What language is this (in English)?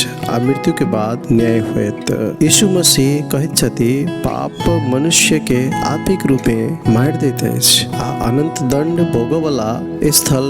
Maithili